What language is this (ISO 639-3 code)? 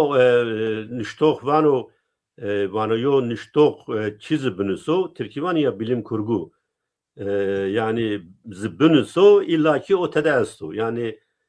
zza